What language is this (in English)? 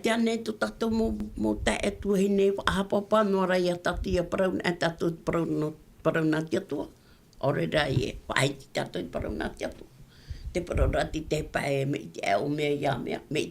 Tahitian